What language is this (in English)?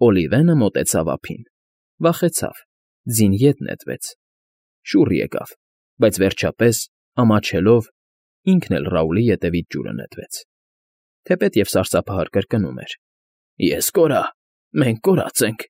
Armenian